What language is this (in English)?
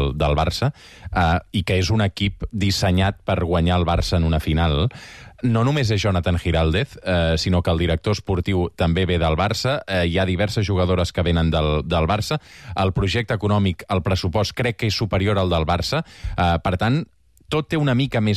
Catalan